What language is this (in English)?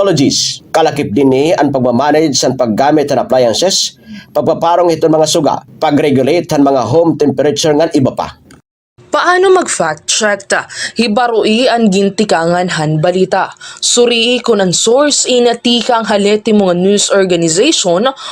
Waray